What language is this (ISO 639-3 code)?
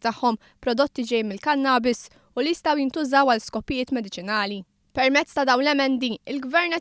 mlt